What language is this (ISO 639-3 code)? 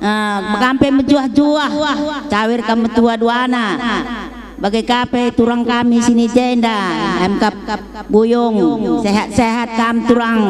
btx